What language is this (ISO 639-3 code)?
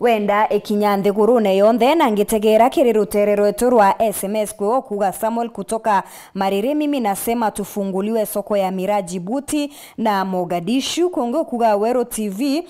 mer